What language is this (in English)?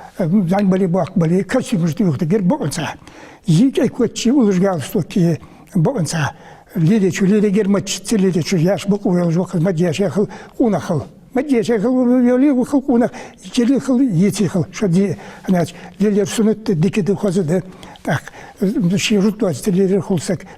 Ingush